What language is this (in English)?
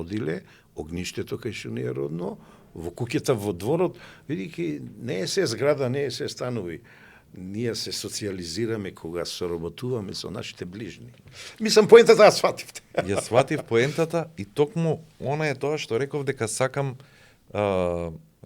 Macedonian